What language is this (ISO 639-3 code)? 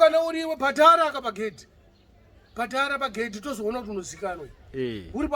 sna